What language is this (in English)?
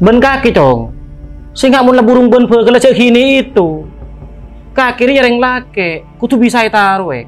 Madurese